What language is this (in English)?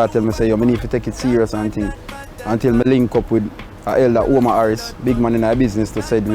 Jamaican Creole English